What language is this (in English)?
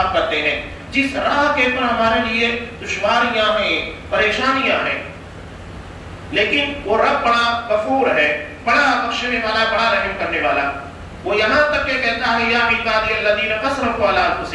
Urdu